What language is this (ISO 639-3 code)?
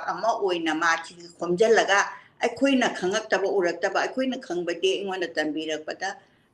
mni